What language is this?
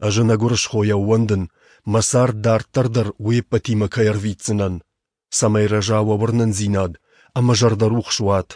Ossetic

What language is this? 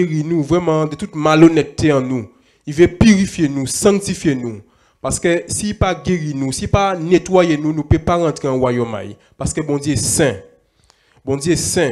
Guadeloupean Creole French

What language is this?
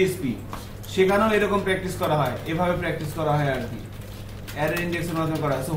Bangla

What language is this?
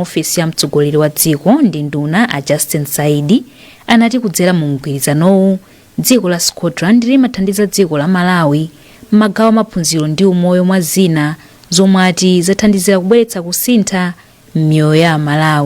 Nyanja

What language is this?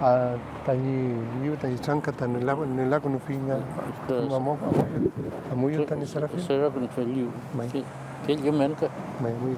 Mapuche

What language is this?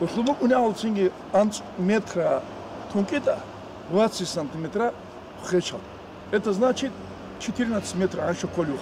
Avaric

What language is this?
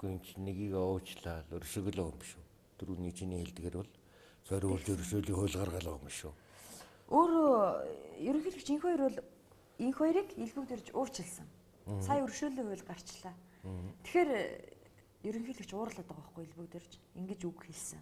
Mongolian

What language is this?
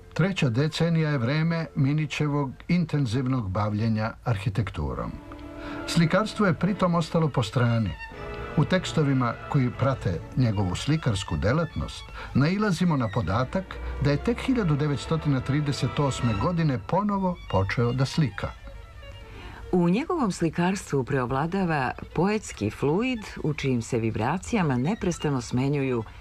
Serbian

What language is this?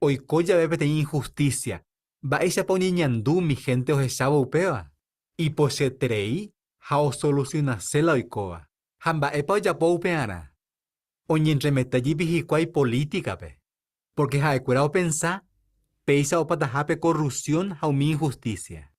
Guarani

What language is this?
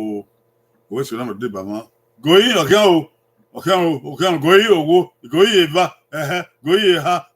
Bini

